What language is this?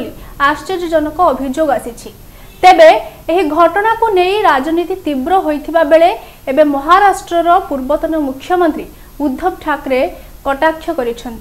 Odia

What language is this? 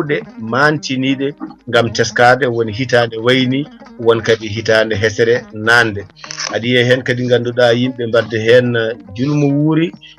Fula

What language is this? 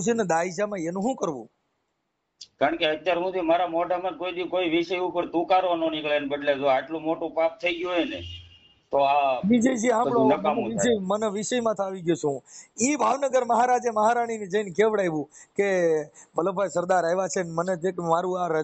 Gujarati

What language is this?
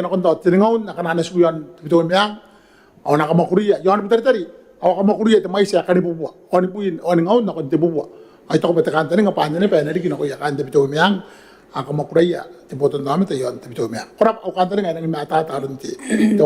Gilbertese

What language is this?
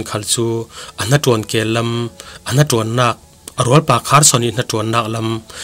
Falam Chin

